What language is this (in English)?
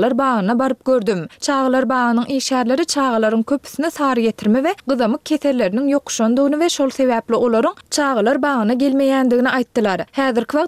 Turkmen